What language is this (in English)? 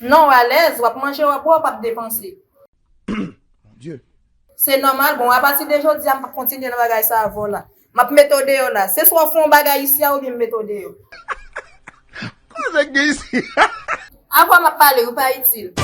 Haitian Creole